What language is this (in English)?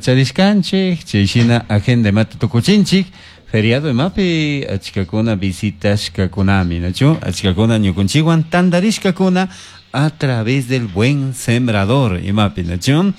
Chimborazo Highland Quichua